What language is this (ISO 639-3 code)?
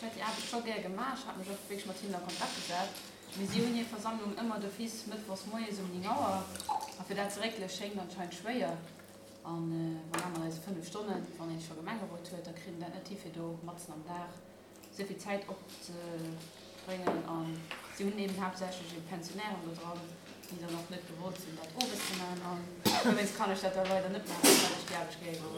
ltz